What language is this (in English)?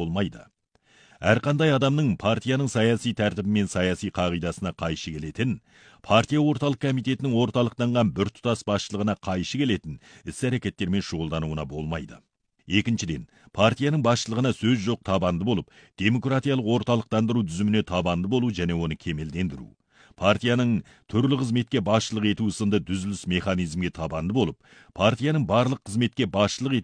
Kazakh